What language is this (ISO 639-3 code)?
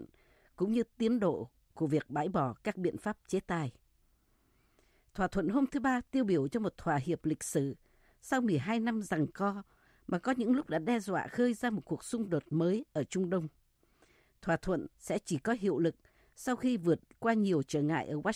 vie